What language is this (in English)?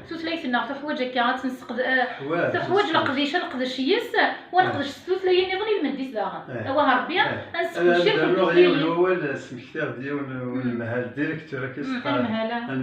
Kabyle